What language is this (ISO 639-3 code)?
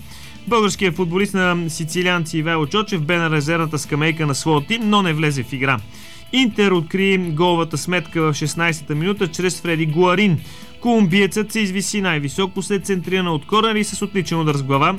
bul